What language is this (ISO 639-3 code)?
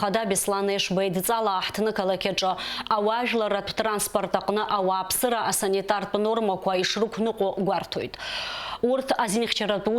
abk